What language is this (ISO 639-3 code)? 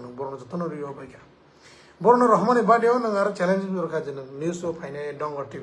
trp